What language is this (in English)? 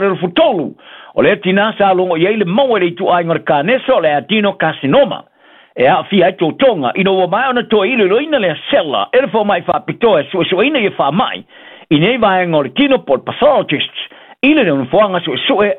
Samoan